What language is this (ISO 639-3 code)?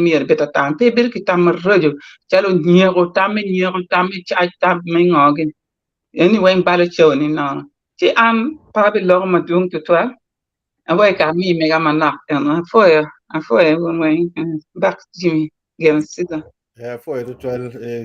ach